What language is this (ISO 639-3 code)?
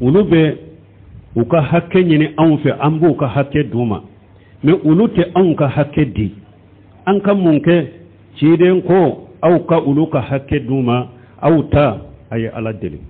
bam